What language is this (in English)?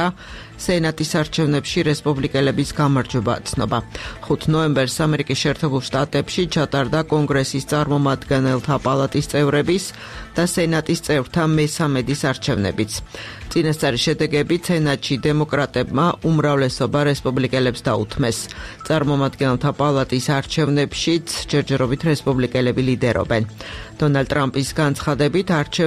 Georgian